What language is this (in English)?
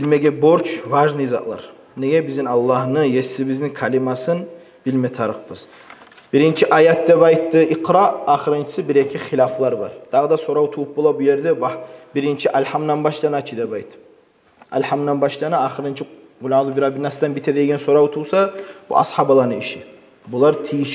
Kumyk